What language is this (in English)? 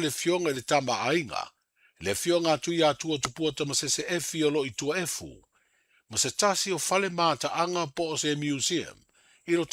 Samoan